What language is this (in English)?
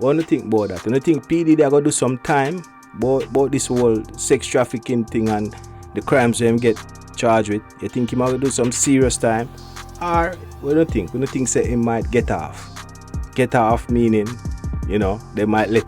Jamaican Creole English